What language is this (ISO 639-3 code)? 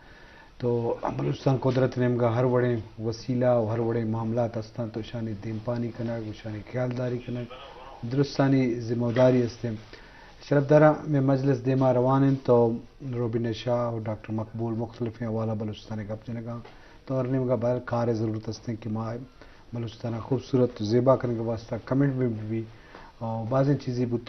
bgp